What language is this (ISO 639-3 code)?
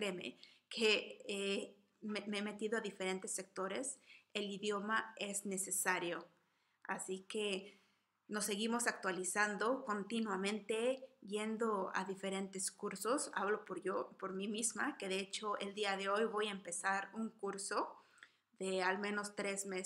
spa